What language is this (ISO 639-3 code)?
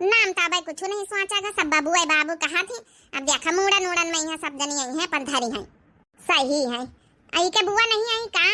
awa